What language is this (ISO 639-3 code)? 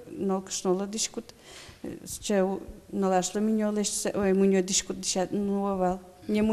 udm